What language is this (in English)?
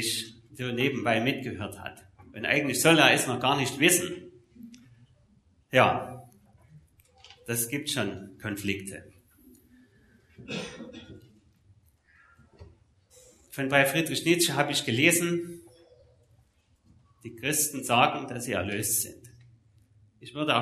German